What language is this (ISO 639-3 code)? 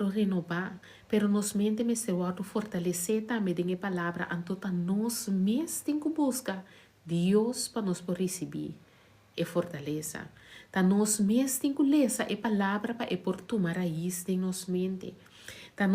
pap